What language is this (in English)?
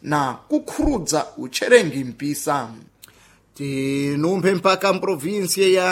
Sena